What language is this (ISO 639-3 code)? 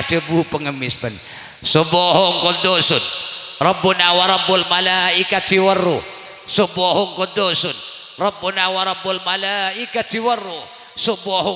mad